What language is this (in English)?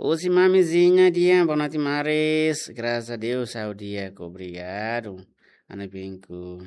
Tetum